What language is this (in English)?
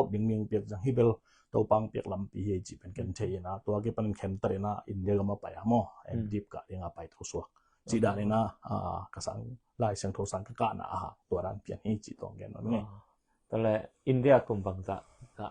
Tedim Chin